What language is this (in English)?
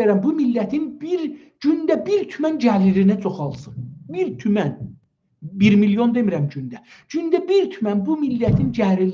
South Azerbaijani